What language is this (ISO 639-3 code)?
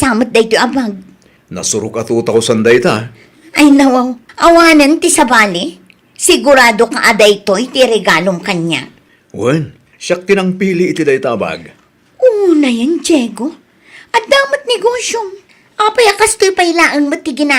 ilo